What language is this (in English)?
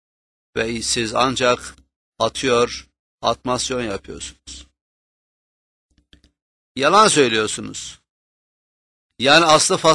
Turkish